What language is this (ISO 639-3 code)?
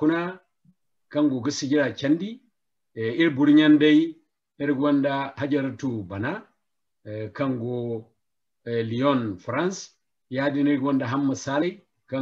dje